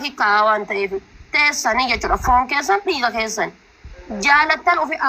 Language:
Oromo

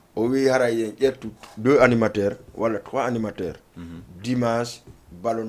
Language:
Fula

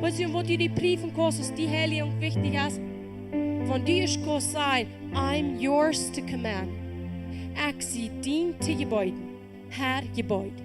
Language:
Plautdietsch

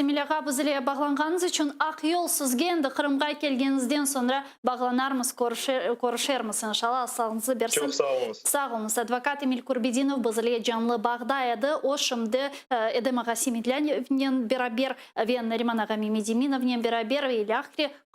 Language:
Crimean Tatar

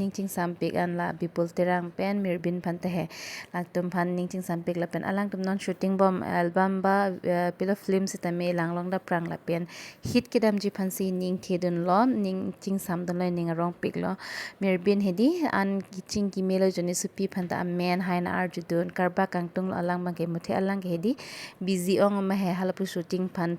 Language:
Karbi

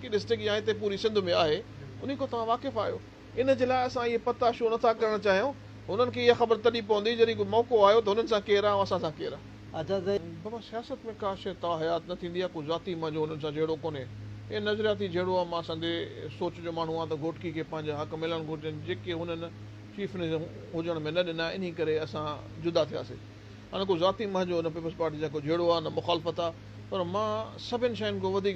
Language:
Sindhi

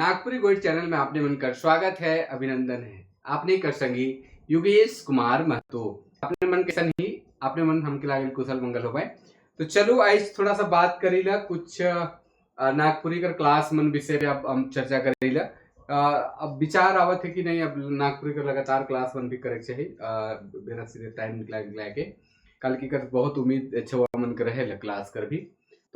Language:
Sadri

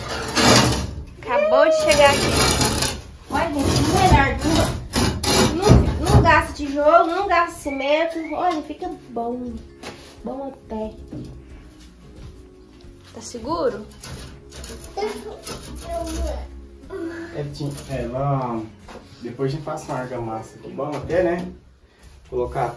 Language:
Portuguese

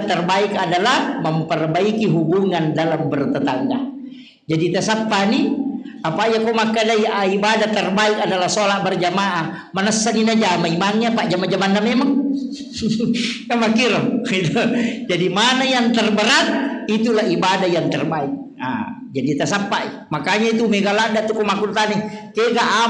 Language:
Buginese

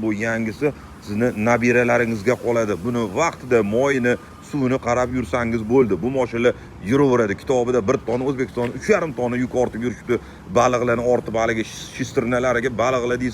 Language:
Uzbek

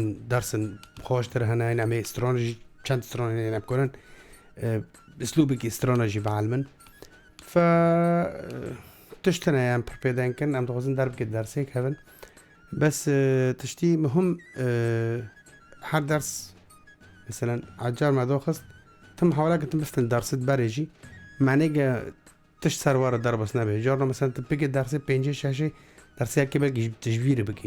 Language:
Kurdish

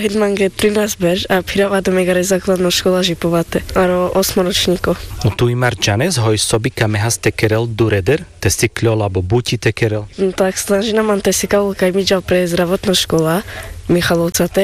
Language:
Carpathian Romani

